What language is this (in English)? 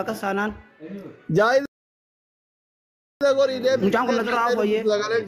Oromo